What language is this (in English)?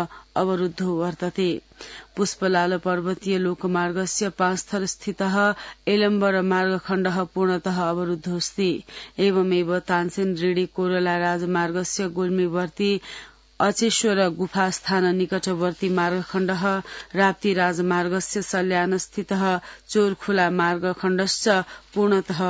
Sanskrit